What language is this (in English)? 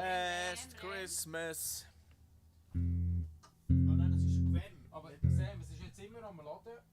Swiss German